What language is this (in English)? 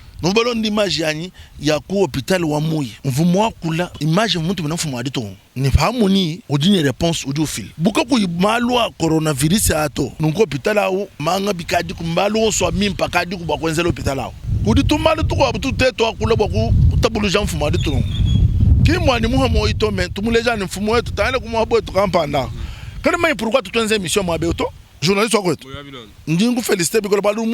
Luba-Lulua